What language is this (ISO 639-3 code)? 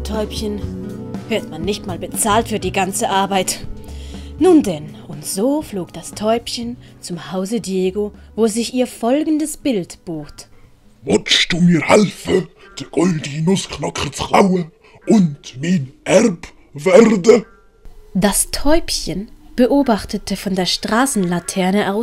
gsw